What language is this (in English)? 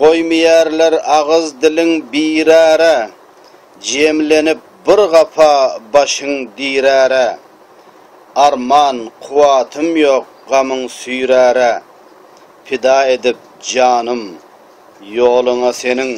Turkmen